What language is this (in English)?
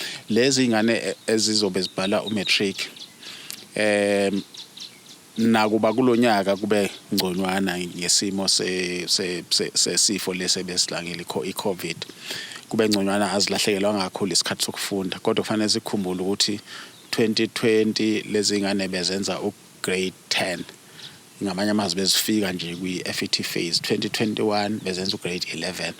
Zulu